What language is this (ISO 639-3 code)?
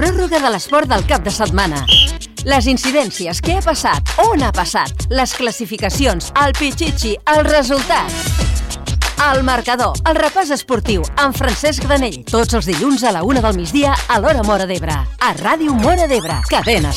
cat